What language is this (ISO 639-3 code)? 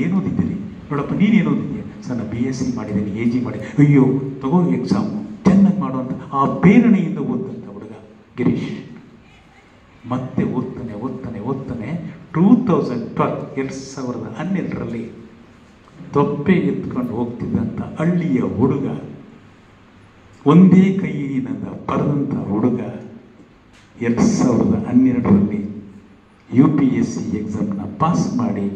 kan